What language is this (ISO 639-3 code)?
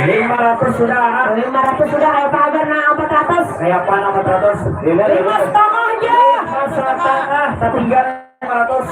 bjn